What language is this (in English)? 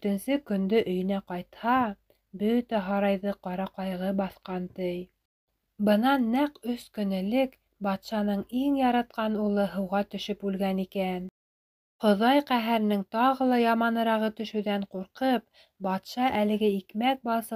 Bashkir